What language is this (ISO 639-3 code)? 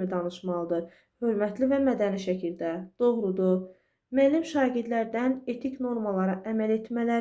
aze